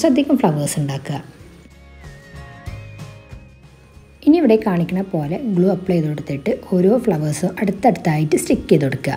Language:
Malayalam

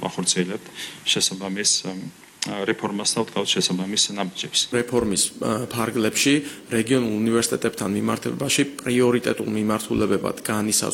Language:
Georgian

